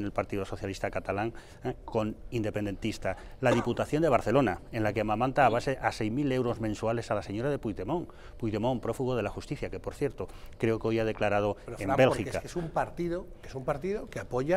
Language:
Spanish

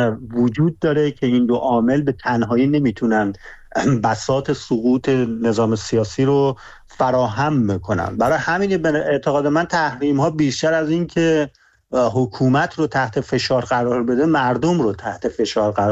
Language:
Persian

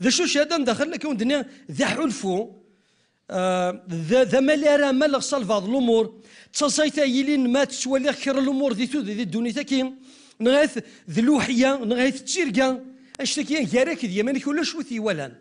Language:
Kabyle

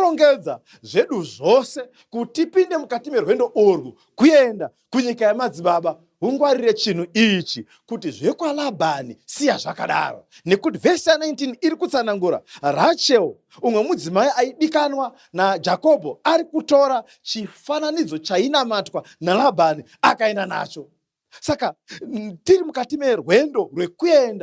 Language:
Shona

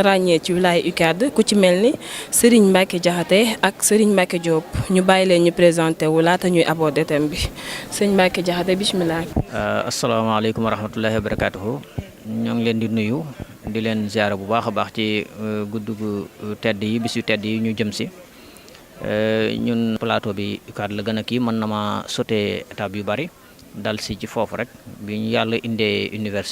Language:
Wolof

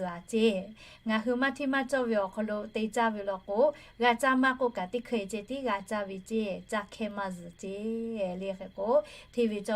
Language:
Lahu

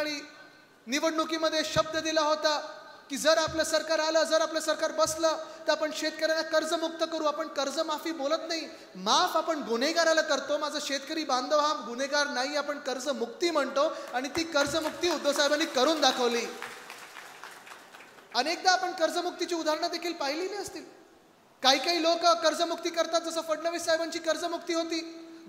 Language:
Marathi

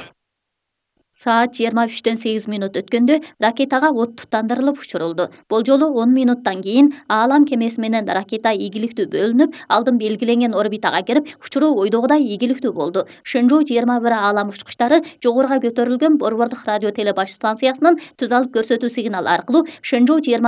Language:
Kyrgyz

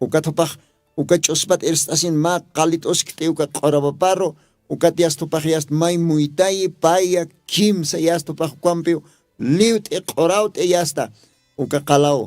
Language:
Aymara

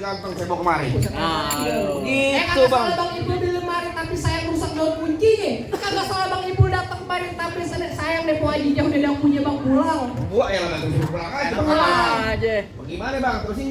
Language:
Betawi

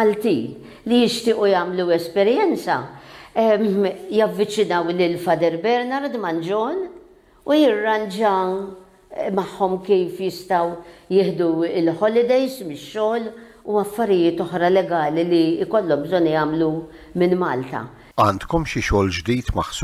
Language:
Maltese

